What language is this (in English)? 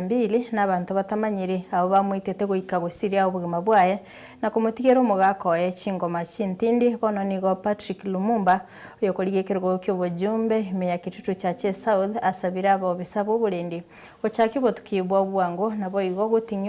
Gusii